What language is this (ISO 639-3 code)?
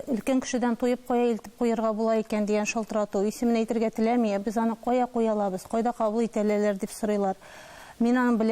tat